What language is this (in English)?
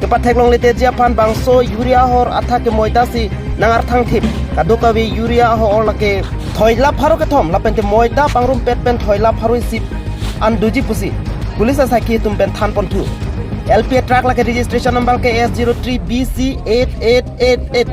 Karbi